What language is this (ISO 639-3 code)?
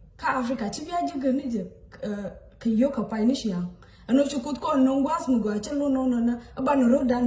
nus